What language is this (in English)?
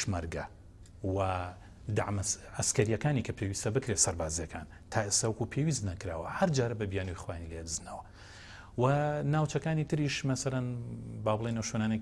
Central Kurdish